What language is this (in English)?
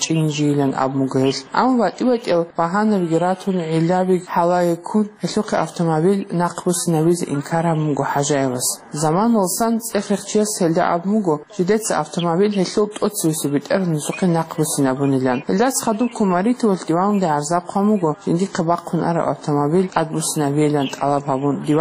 Avaric